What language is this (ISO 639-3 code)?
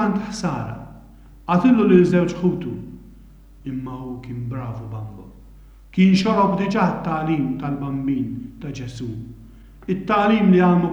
mlt